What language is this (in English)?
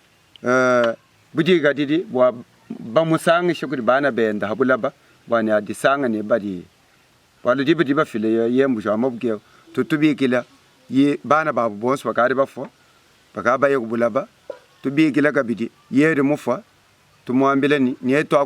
Luba-Lulua